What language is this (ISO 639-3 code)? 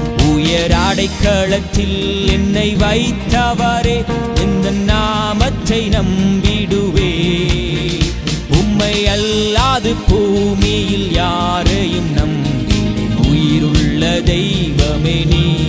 tam